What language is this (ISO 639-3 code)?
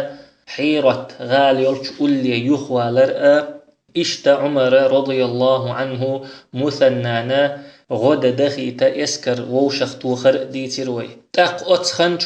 che